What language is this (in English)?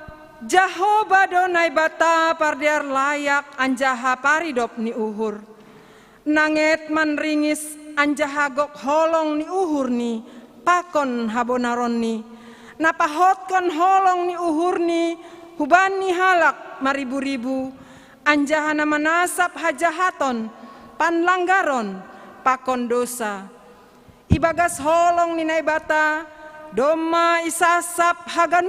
Batak Simalungun